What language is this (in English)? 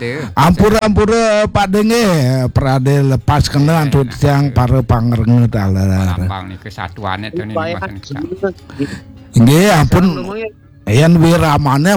Balinese